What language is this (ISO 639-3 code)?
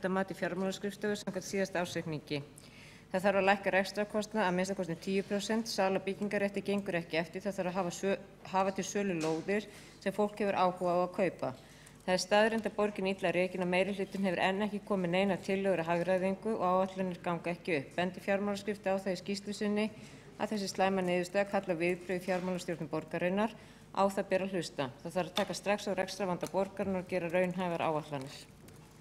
isl